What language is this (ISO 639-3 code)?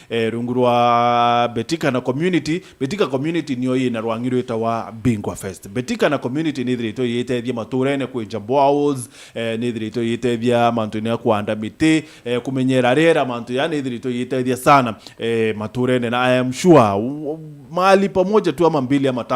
mer